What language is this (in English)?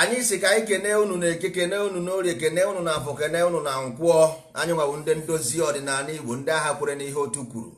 Igbo